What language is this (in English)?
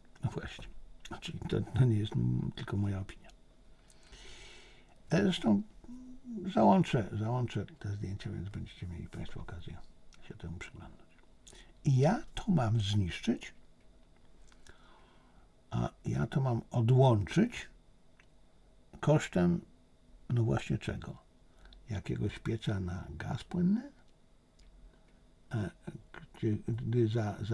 Polish